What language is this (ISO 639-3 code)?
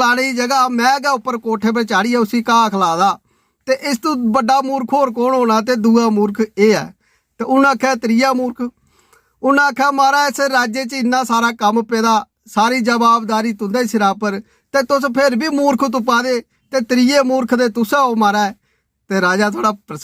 doi